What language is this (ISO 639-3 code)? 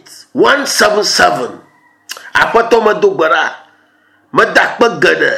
ewe